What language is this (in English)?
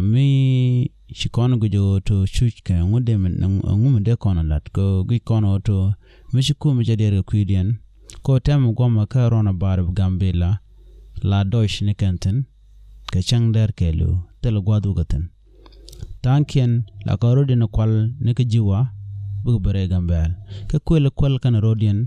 Nuer